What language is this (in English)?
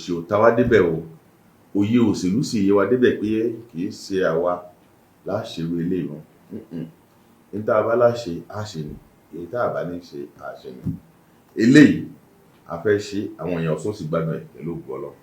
Yoruba